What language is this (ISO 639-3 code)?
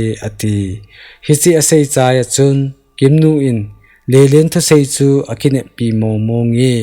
tcz